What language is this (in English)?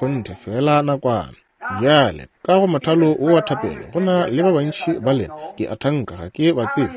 Northern Sotho